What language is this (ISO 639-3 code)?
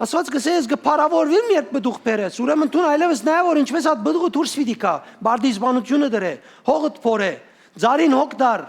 hyw